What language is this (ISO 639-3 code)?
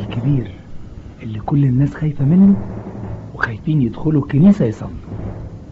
arz